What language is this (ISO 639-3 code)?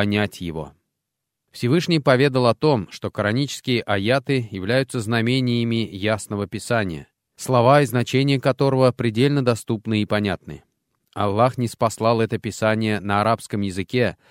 rus